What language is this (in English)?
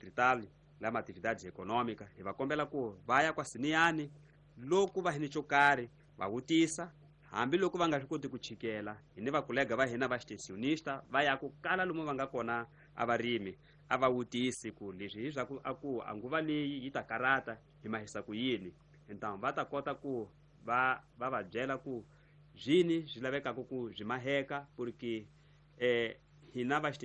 Tsonga